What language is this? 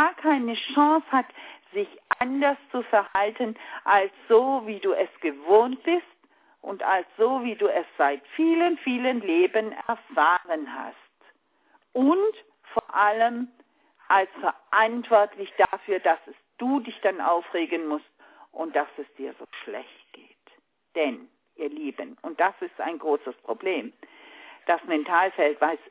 German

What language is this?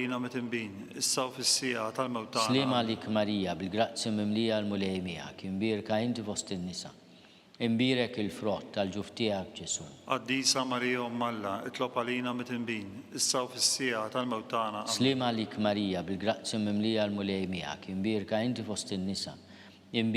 Maltese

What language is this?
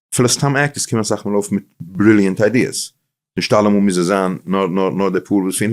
Yiddish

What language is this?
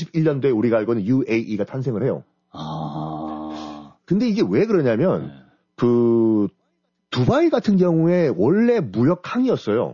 Korean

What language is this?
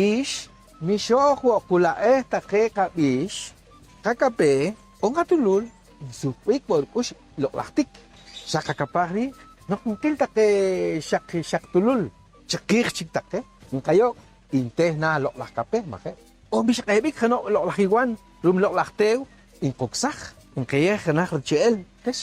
Poqomchi'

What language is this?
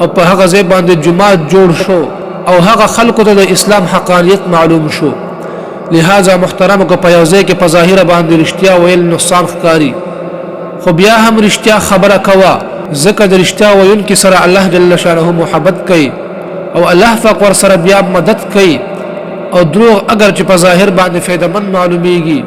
Pashto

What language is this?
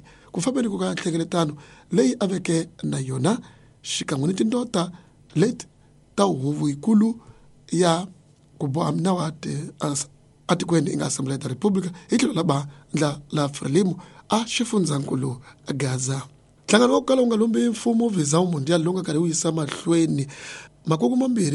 Tsonga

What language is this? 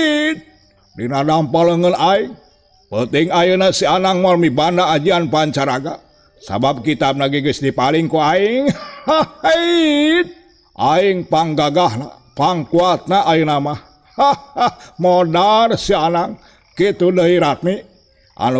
Sundanese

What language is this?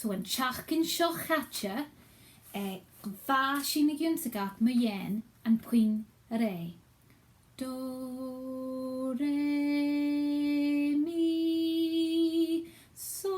Scottish Gaelic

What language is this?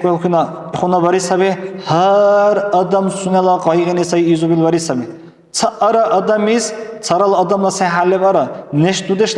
Dargwa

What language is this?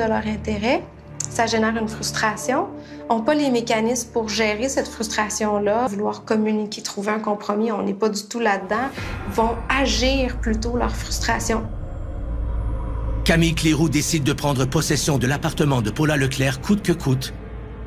French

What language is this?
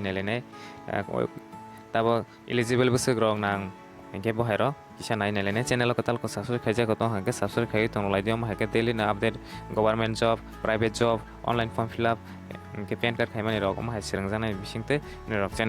Kok Borok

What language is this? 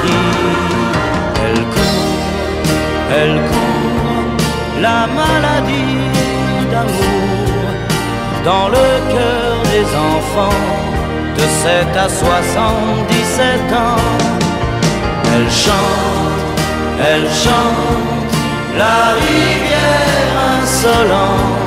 French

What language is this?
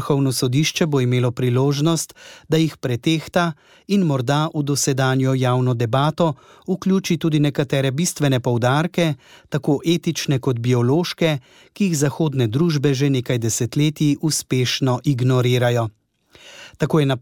Slovenian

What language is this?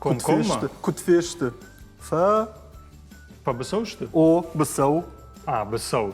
Ossetic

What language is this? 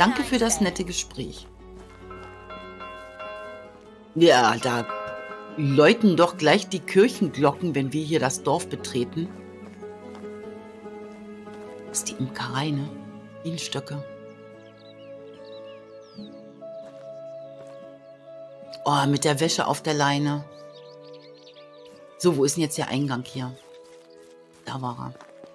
German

